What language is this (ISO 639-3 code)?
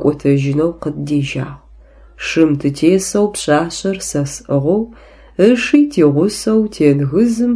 ady